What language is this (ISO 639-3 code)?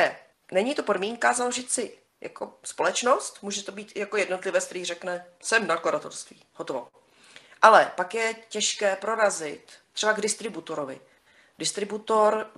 ces